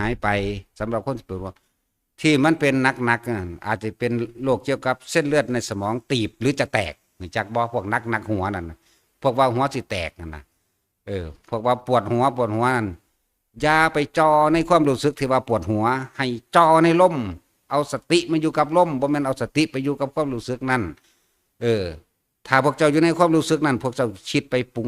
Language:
Northeastern Thai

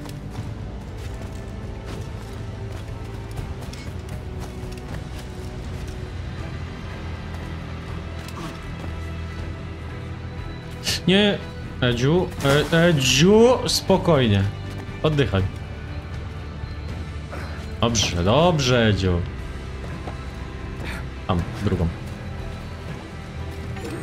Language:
Polish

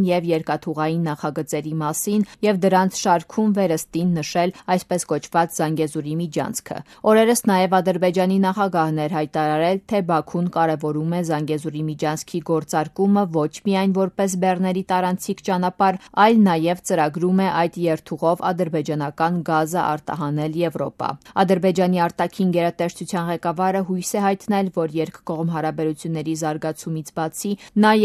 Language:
Armenian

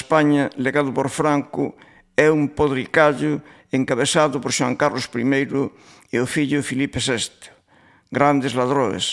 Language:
Galician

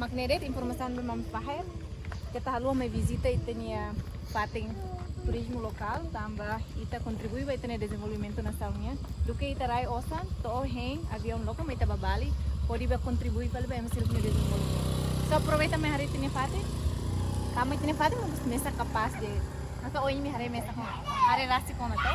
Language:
Tetum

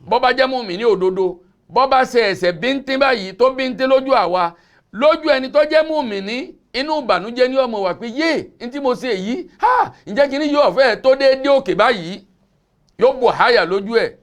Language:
Yoruba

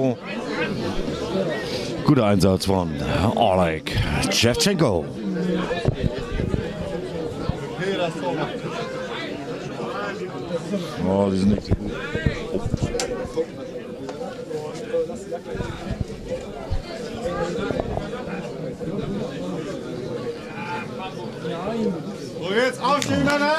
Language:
German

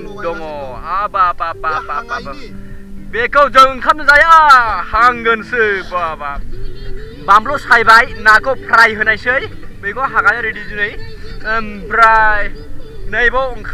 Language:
Bodo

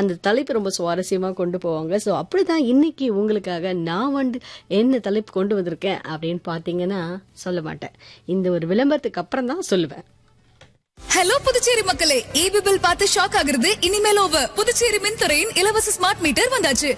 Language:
Tamil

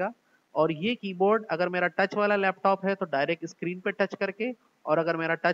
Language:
Hindi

